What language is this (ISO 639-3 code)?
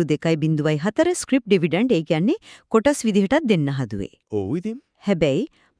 sin